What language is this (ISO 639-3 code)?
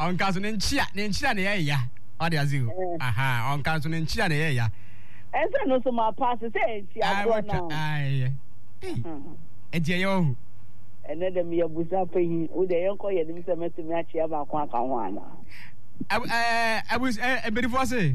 aka